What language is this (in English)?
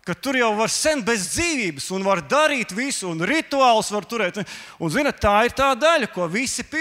Latvian